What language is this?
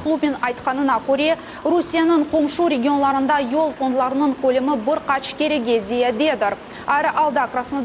Crimean Tatar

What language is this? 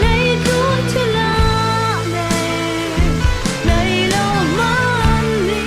Falam Chin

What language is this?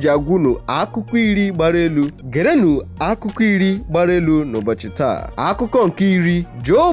Igbo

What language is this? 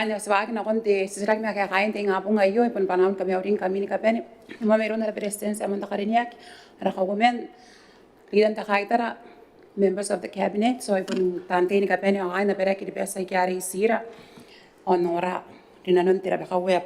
Gilbertese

